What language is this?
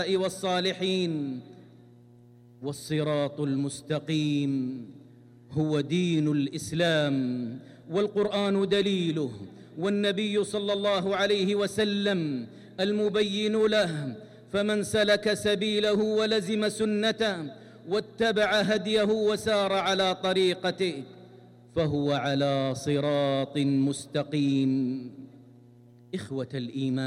Arabic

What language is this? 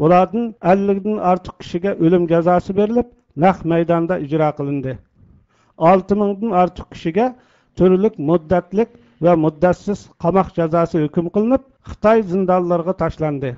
Uyghur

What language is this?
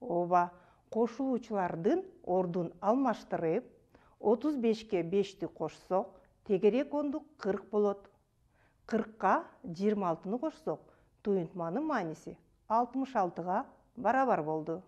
Kyrgyz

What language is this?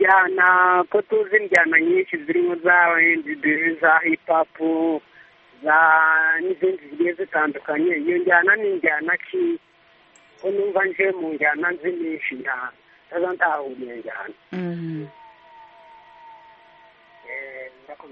Kinyarwanda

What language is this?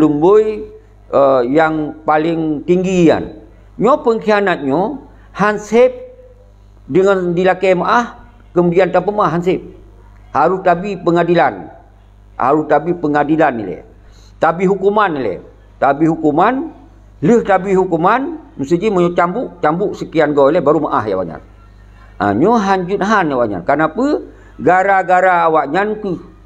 Achinese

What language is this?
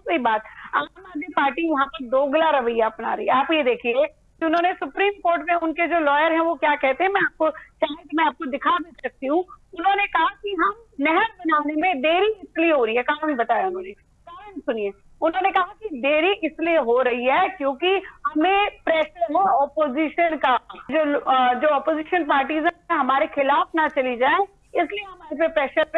Hindi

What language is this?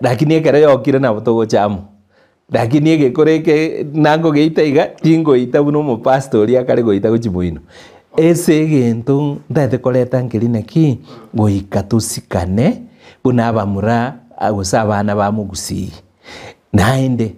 Gusii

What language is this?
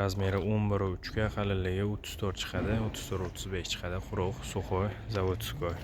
Uzbek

